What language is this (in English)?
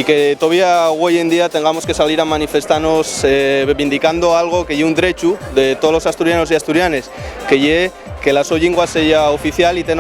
Asturian